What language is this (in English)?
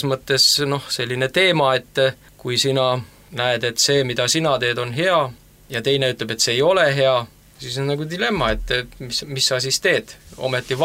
Estonian